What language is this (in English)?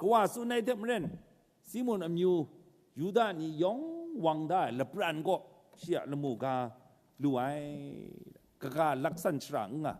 Kachin